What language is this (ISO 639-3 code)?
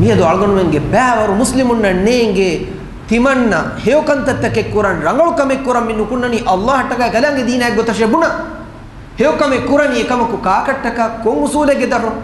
div